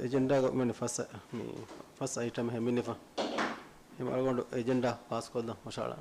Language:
Divehi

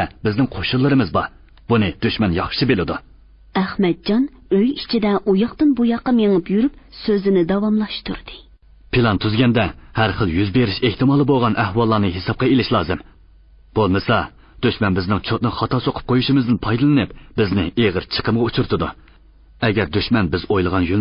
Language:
Uyghur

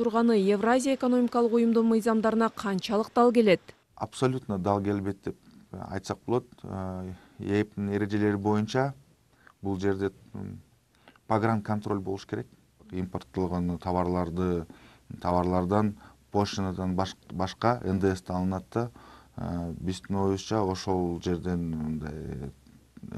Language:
Kyrgyz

